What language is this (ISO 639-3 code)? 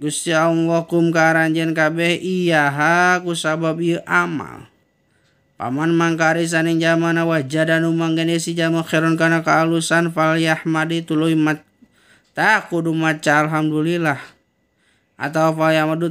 sun